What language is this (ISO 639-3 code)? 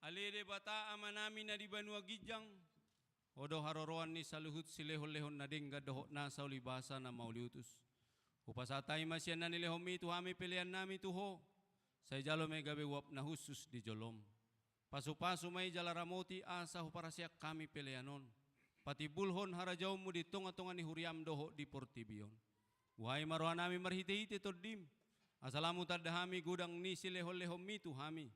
bbc